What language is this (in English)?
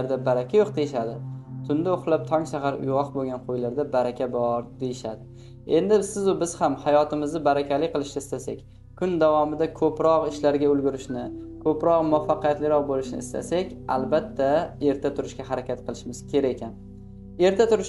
Uzbek